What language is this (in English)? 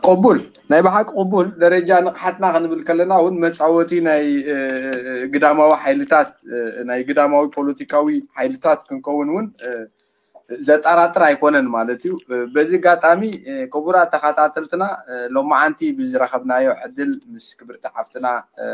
Tigrinya